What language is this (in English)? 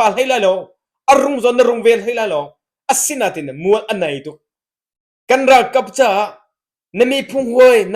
Hakha Chin